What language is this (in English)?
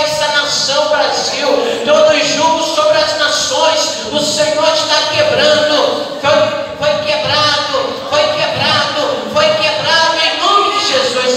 Portuguese